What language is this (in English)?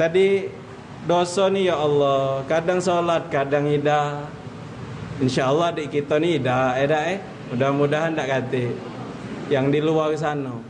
Musi